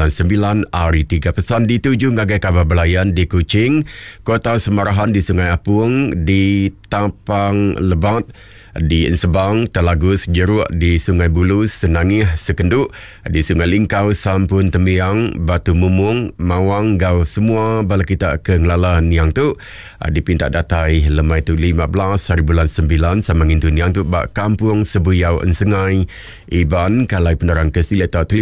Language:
Iban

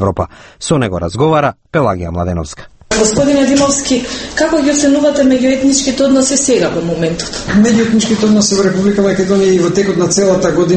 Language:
Macedonian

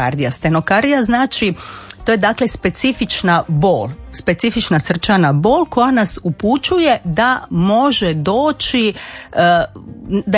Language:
Croatian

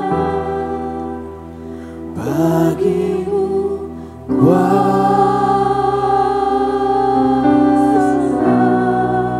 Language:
Indonesian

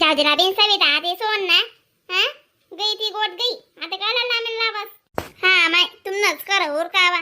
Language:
Khandesi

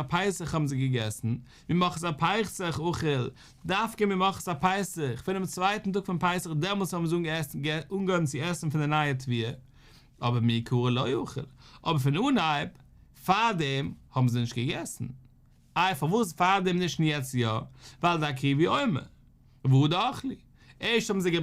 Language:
Yiddish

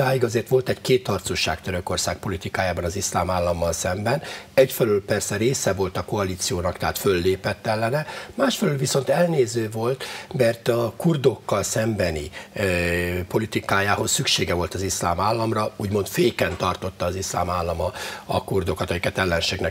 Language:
Hungarian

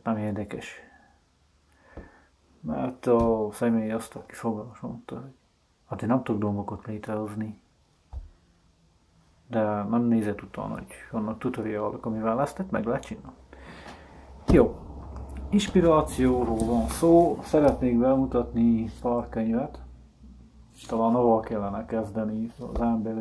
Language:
Hungarian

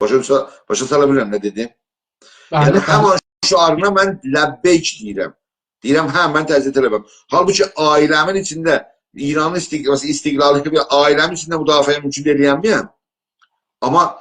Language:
South Azerbaijani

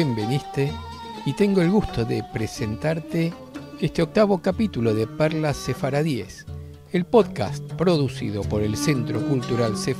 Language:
Ladino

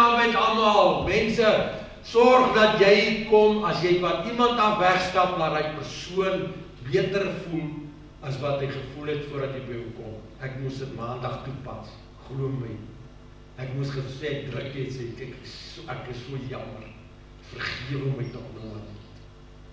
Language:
Afrikaans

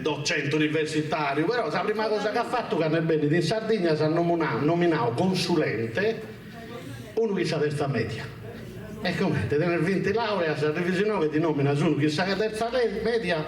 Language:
Sardinian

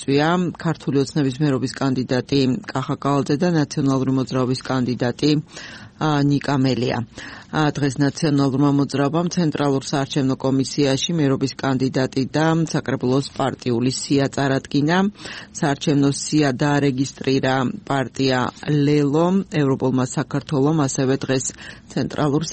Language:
Georgian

